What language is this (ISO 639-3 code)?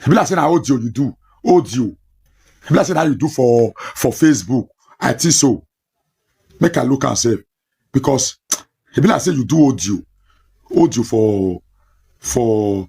pcm